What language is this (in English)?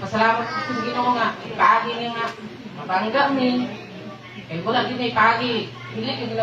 Cebuano